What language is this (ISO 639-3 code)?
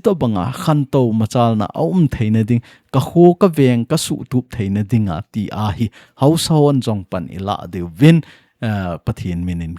tcz